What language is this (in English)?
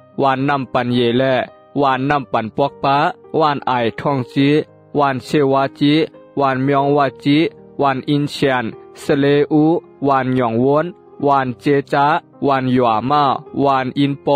Shan